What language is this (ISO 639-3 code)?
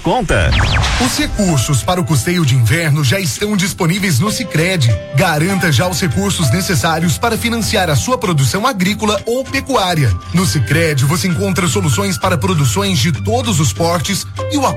por